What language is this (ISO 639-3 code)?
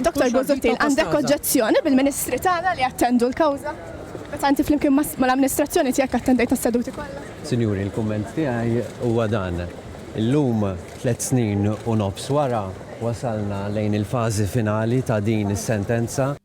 mlt